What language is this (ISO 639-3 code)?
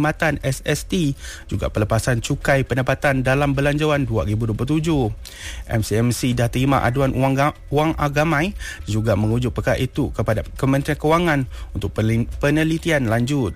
msa